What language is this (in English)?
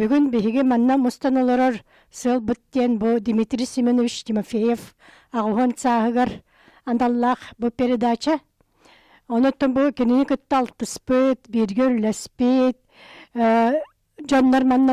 Yakut